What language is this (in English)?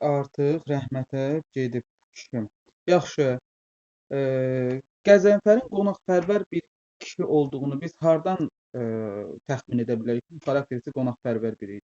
Azerbaijani